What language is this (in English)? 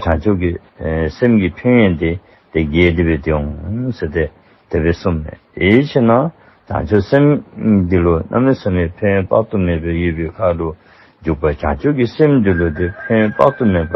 Dzongkha